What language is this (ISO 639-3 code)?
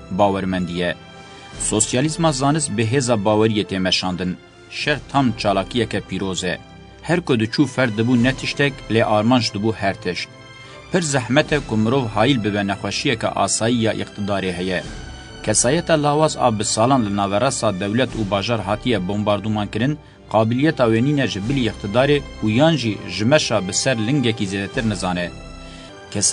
kur